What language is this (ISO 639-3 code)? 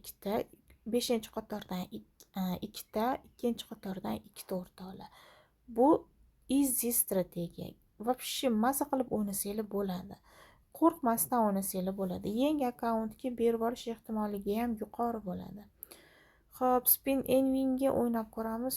uzb